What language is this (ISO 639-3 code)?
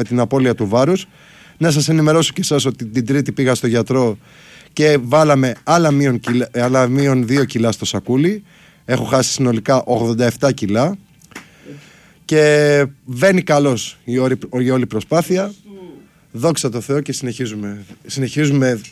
ell